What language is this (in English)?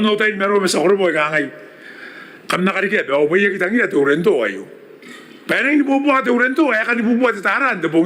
Gilbertese